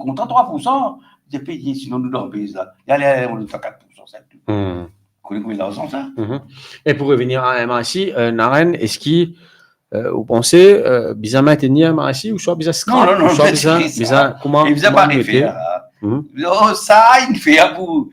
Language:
Morisyen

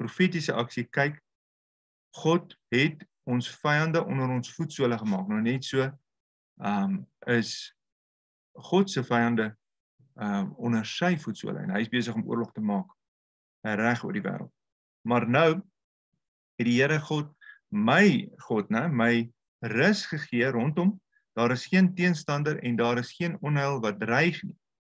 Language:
Afrikaans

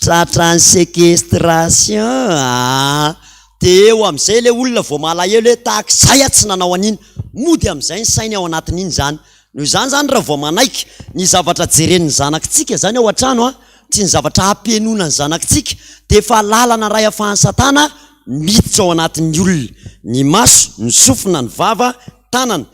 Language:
Malagasy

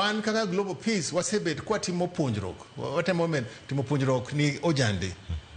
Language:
Luo (Kenya and Tanzania)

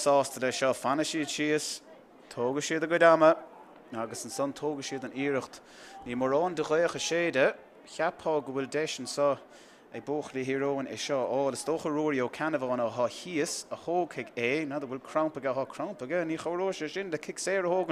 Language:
Irish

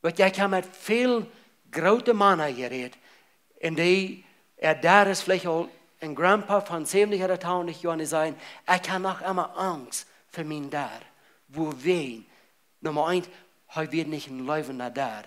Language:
Plautdietsch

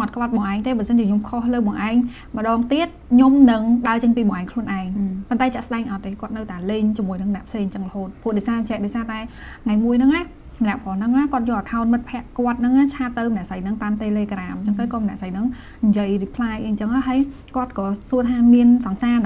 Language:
Khmer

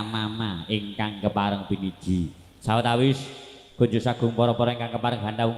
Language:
Javanese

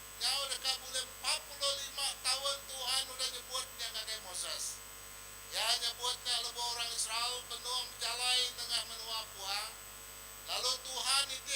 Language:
Iban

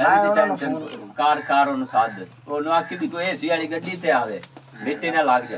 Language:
Punjabi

